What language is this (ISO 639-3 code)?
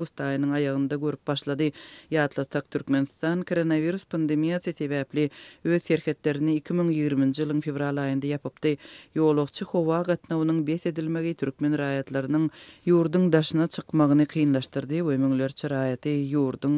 tuk